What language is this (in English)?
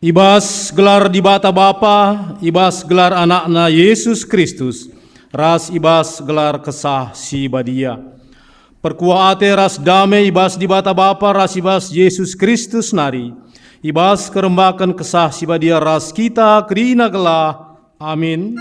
Batak Karo